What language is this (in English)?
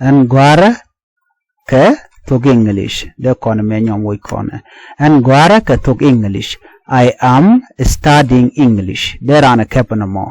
Nuer